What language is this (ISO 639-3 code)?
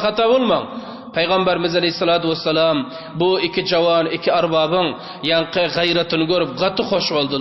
tuk